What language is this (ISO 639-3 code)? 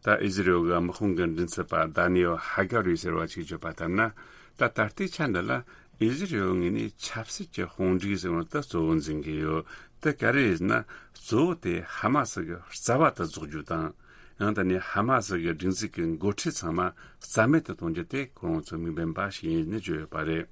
bod